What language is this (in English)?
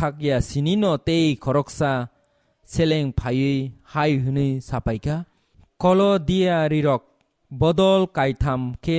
Kok Borok